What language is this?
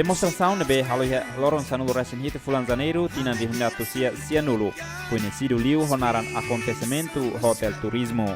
Tetum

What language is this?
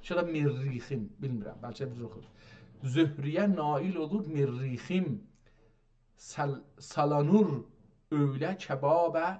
South Azerbaijani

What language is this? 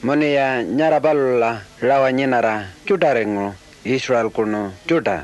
Pitjantjatjara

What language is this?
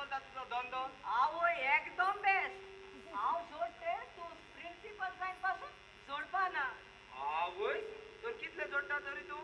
Konkani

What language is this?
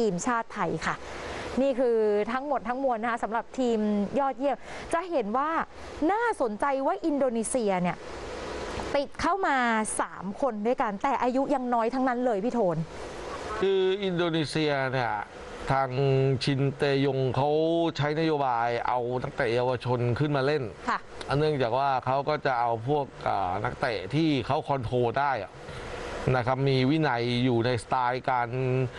Thai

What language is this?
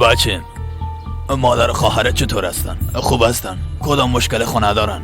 Persian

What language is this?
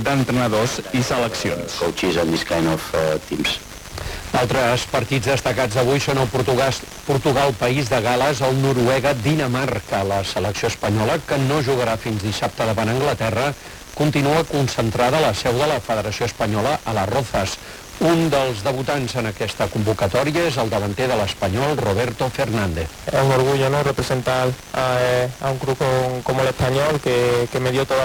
Catalan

